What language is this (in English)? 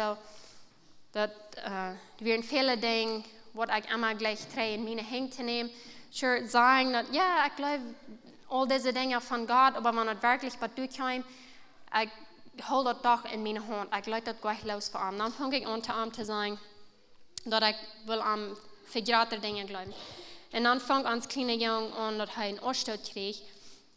Plautdietsch